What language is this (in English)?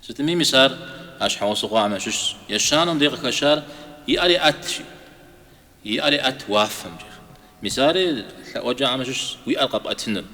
Kabardian